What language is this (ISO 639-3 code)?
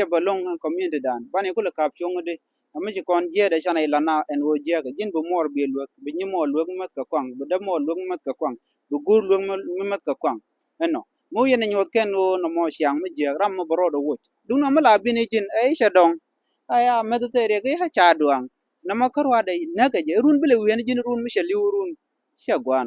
nus